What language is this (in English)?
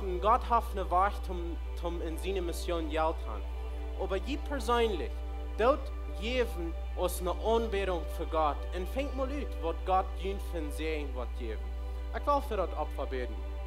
Plautdietsch